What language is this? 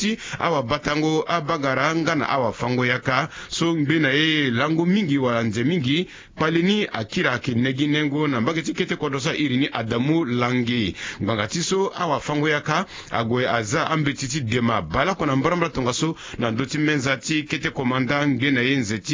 Sango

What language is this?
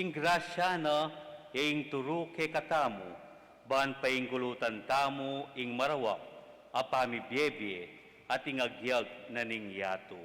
Pampanga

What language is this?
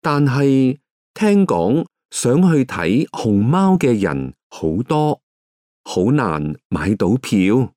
Cantonese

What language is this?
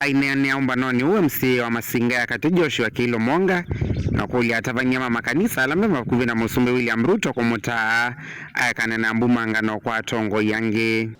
Kamba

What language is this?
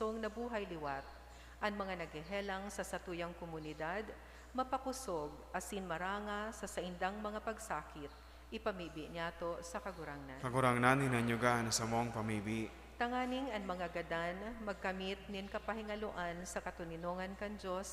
Bikol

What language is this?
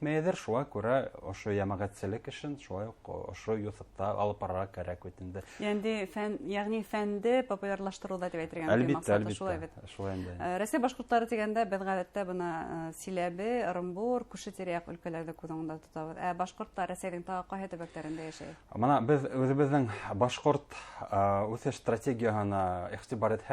Bashkir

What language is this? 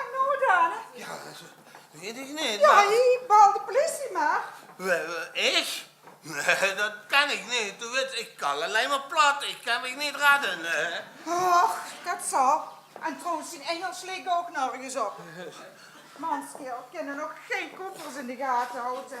Limburgish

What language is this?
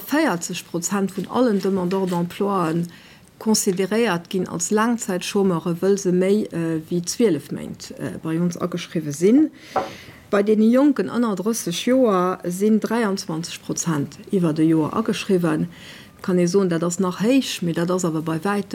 Luxembourgish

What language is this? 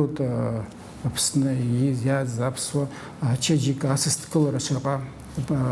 Abkhazian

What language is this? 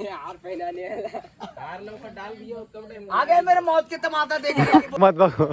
Chhattisgarhi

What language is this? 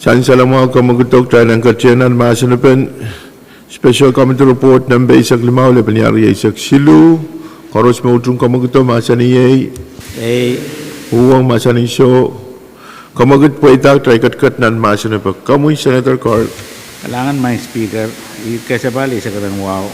Pohnpeian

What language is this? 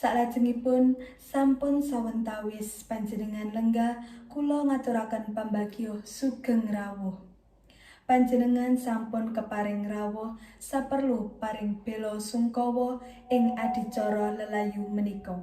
Javanese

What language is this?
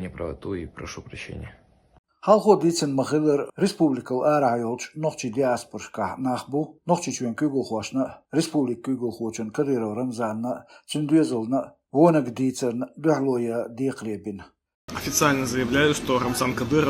Chechen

